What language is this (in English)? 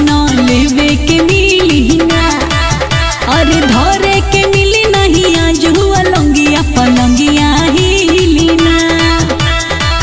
Bhojpuri